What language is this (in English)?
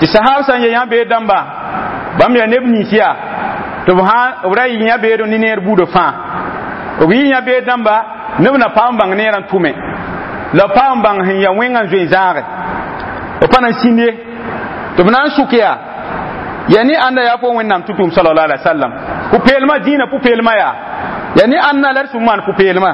Mossi